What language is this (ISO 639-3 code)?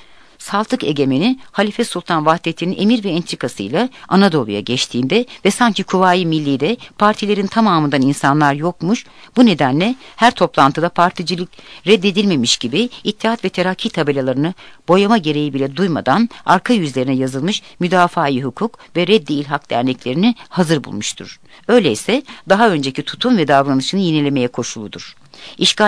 tur